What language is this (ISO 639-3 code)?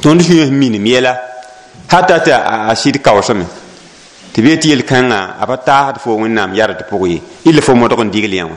mos